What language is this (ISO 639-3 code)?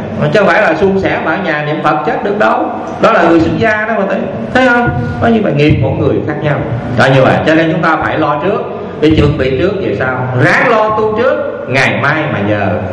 vie